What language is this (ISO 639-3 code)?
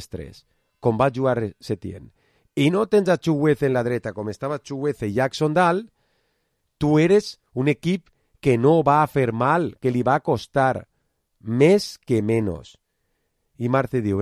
cat